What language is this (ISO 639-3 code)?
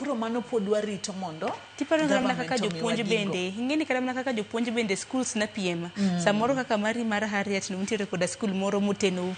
luo